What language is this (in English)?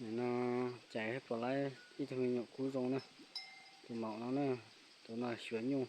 Hmong